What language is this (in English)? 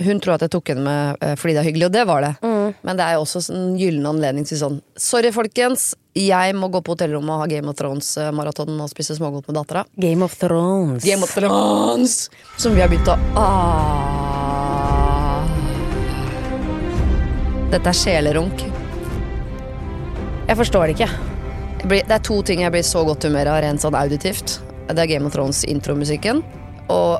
Norwegian